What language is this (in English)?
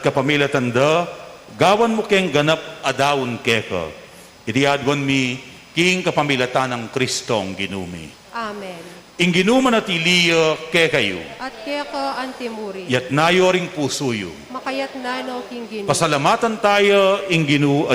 Pampanga